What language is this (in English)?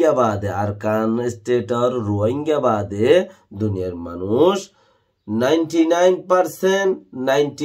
Rohingya